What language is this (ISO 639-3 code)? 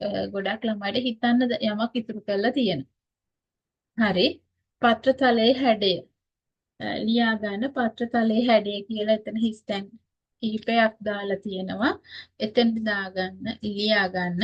sin